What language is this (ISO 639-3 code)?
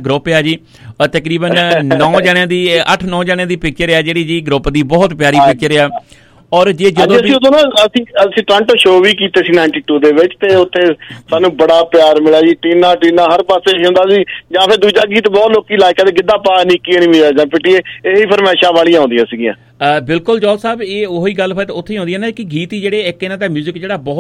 pan